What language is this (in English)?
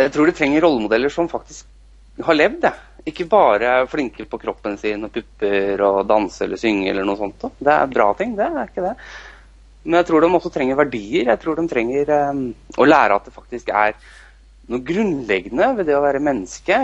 Norwegian